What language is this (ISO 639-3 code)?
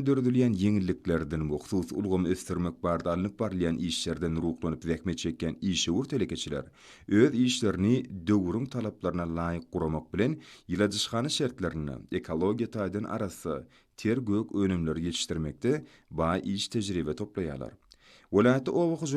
tuk